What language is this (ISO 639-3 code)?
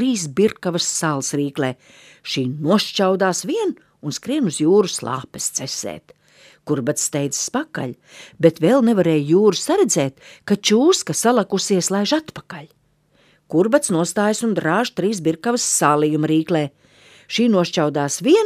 lav